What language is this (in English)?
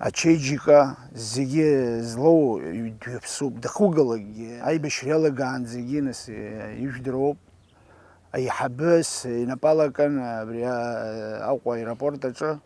Abkhazian